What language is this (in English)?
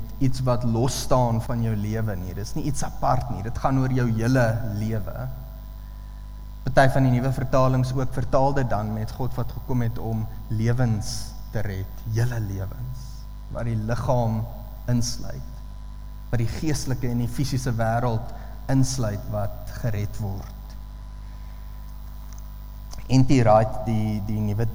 Afrikaans